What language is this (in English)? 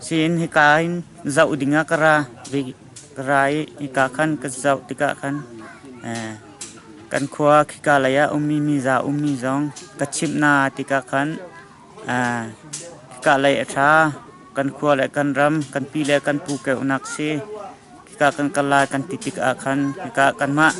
Hakha Chin